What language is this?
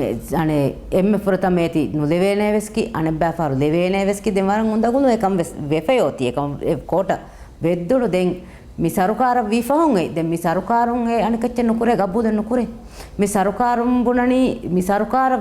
Divehi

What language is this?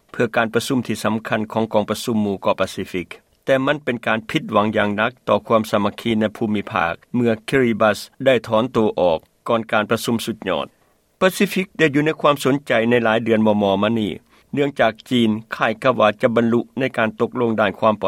Lao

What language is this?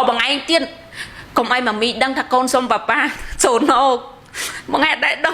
Khmer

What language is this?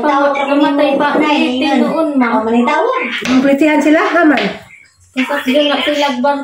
Cebuano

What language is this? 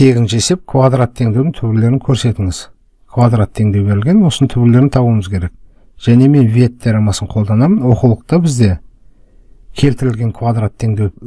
Kazakh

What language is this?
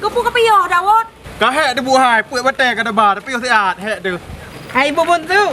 Achinese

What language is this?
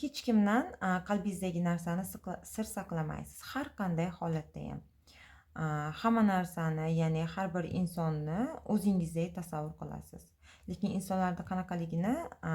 Uzbek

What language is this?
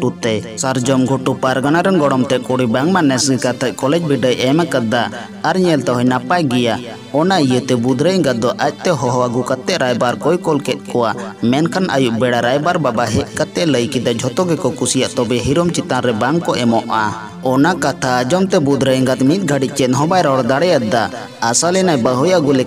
Santali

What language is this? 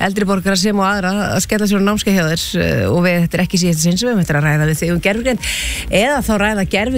Icelandic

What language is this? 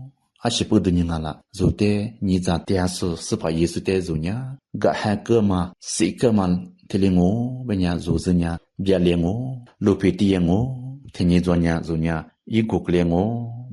Lisu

